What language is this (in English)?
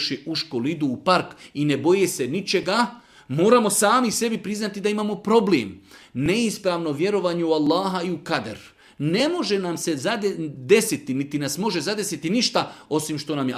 Bosnian